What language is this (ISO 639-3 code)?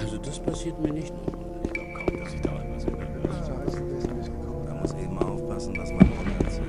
bar